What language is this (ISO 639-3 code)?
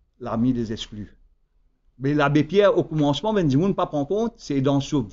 mfe